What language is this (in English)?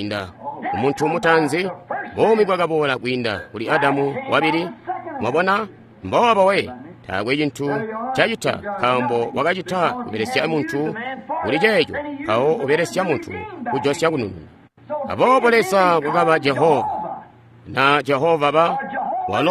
Tonga (Zambia)